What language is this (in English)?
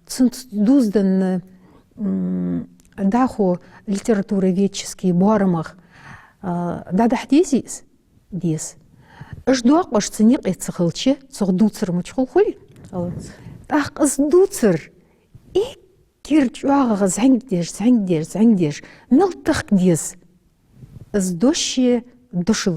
Ingush